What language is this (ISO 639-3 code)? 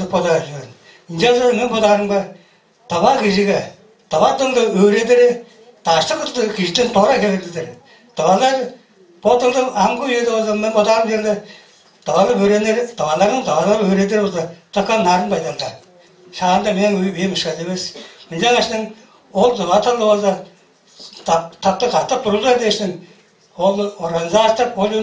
tyv